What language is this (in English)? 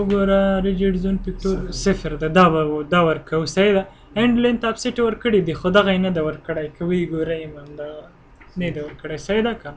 Pashto